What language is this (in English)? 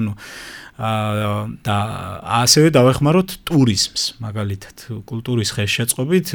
Georgian